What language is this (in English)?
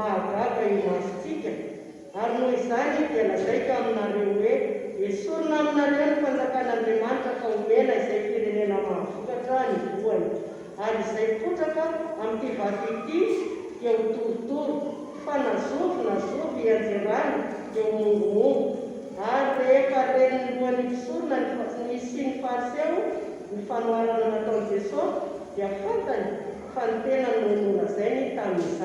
Malagasy